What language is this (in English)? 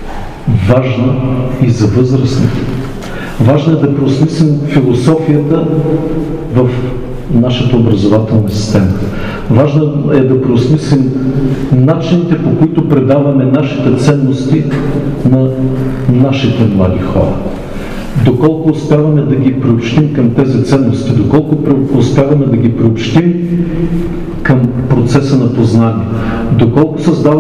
Bulgarian